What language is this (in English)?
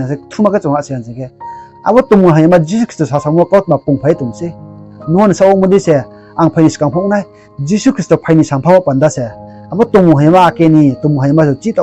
Riang (India)